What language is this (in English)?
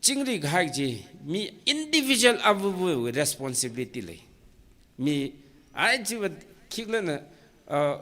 Tangkhul Naga (India)